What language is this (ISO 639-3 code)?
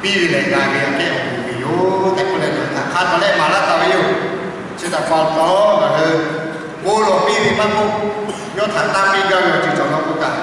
lhu